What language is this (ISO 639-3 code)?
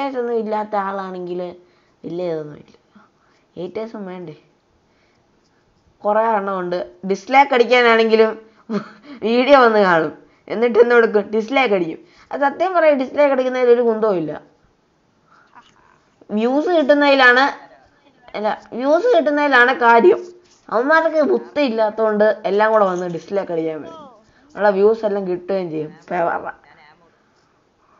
mal